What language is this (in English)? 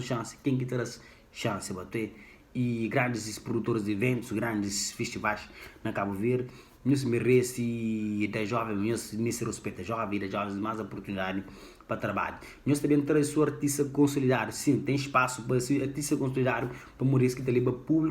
Kabuverdianu